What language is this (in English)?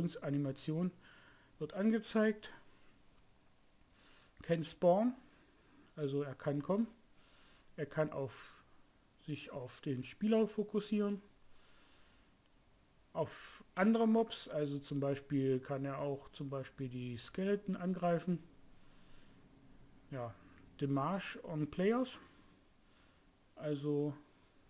German